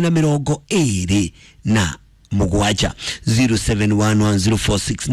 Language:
Kikuyu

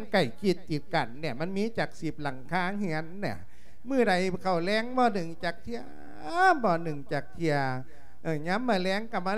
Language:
Lao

